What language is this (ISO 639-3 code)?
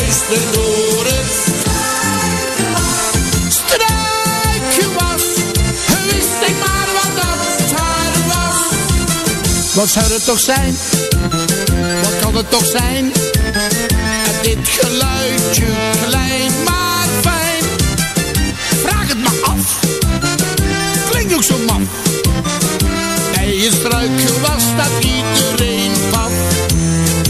nld